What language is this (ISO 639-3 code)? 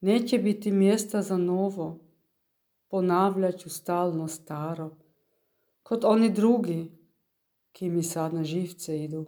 hrv